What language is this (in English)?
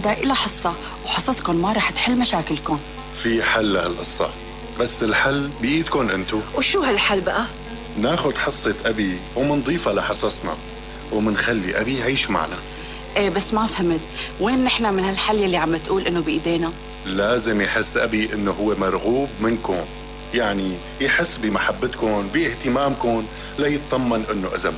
North Levantine Arabic